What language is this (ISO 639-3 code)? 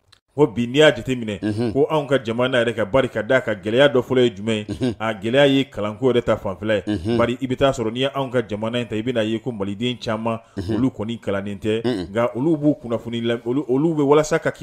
bam